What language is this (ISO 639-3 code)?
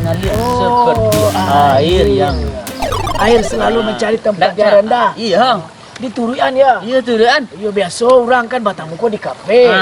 min